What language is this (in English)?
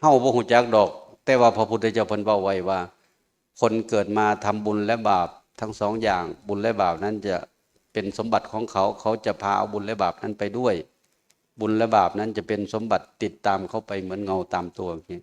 Northeastern Thai